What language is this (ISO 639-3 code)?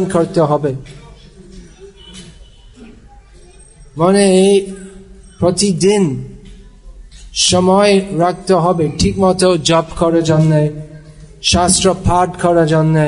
ben